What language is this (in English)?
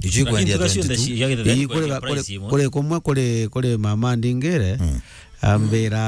Meru